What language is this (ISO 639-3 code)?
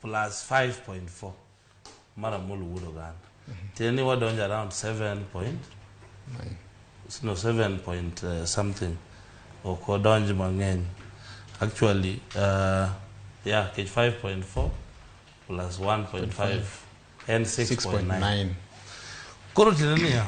luo